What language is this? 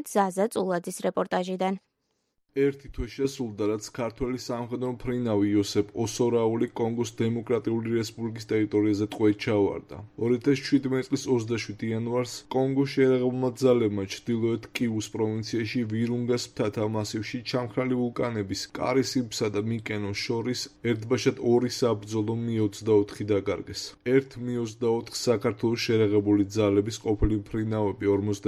Georgian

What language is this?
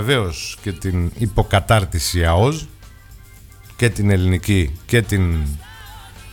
Greek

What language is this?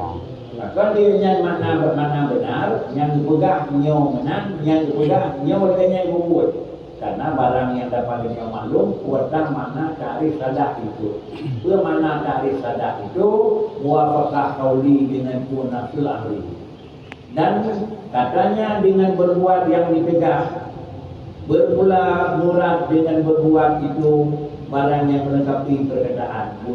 Achinese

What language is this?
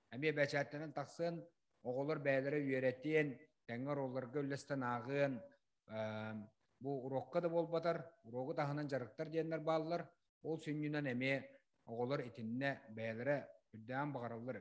Yakut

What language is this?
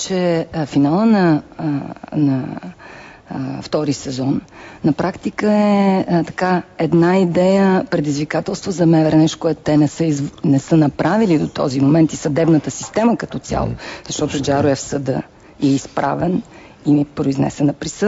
Bulgarian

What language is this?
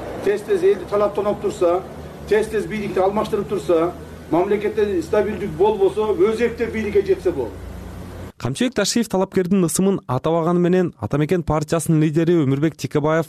Kyrgyz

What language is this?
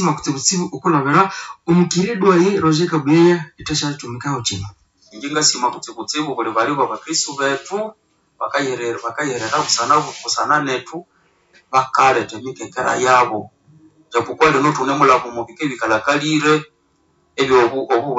Nande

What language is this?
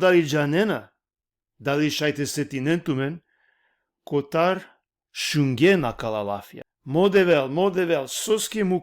Balkan Romani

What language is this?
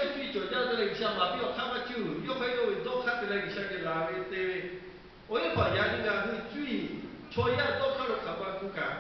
Lahu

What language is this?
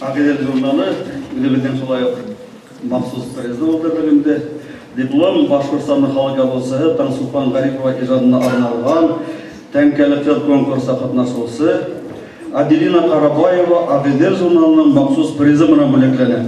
Bashkir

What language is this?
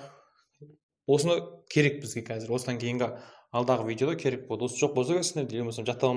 Kazakh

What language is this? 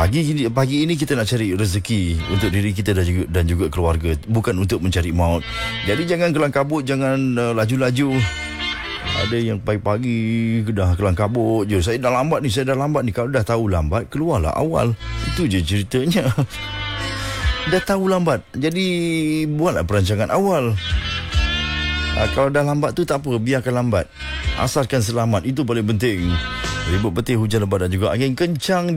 Malay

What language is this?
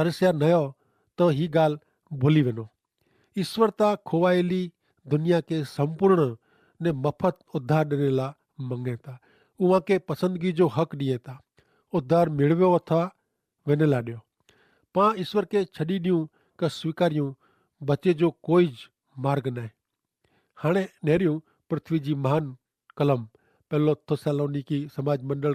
Kachhi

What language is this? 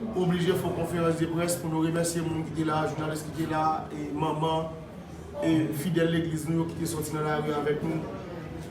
Haitian Creole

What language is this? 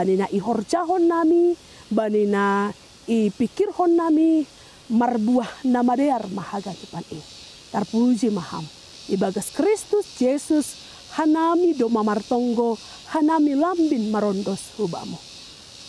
Batak Simalungun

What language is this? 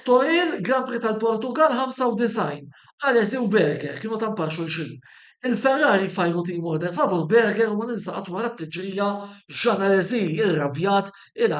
Maltese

